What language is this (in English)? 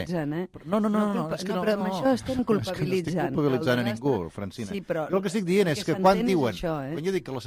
Catalan